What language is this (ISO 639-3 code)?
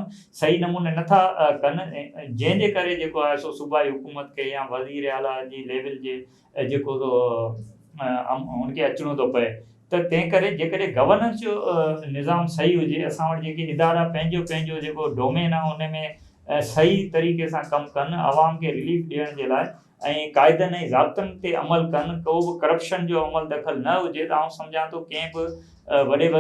snd